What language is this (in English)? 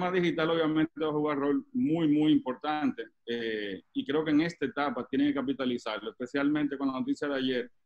Spanish